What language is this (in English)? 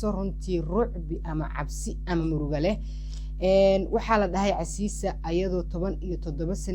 Somali